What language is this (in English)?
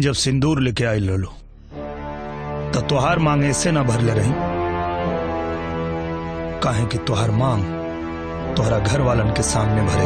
Bhojpuri